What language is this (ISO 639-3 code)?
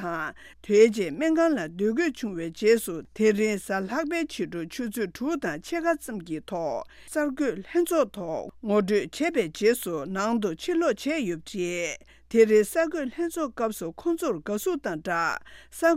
bod